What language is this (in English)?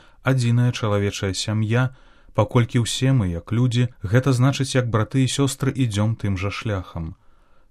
Belarusian